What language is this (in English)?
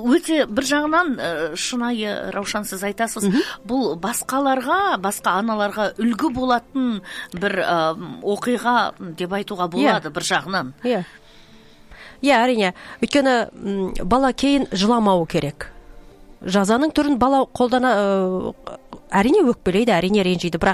Kazakh